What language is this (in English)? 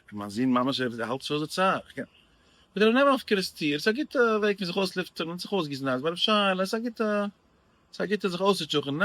Yiddish